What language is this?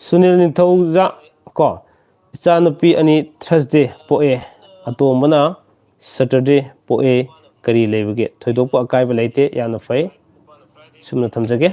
Manipuri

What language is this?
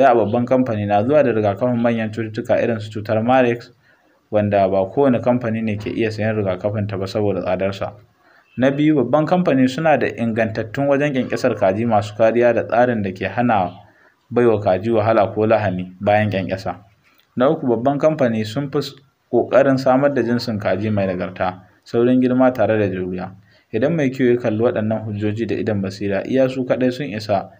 Hausa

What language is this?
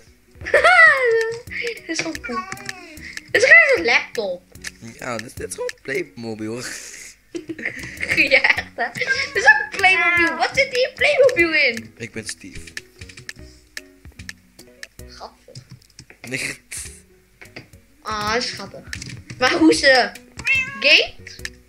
Dutch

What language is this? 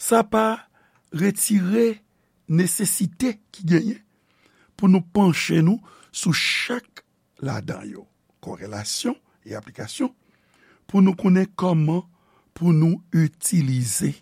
Haitian Creole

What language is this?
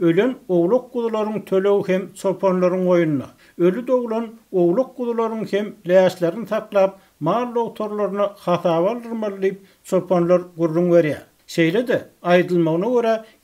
Turkmen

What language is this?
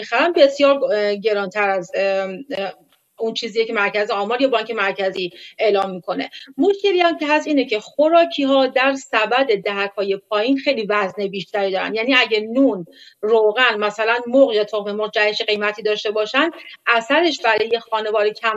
Persian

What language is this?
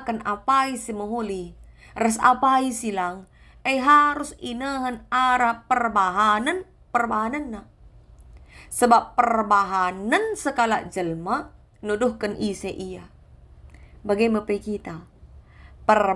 Batak Karo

